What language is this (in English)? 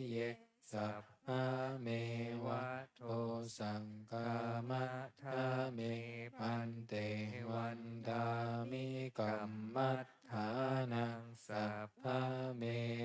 Pali